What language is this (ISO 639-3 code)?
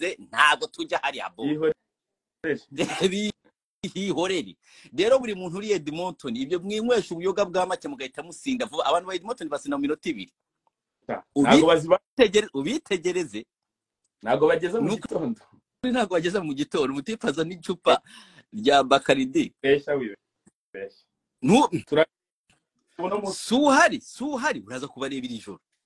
kin